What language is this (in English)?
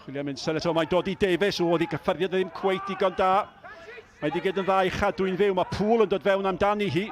Welsh